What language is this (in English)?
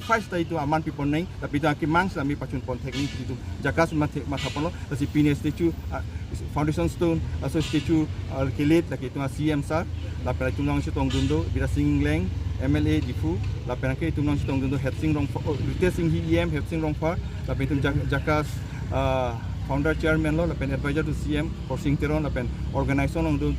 Karbi